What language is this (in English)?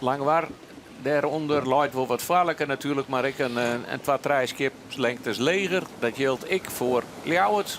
Western Frisian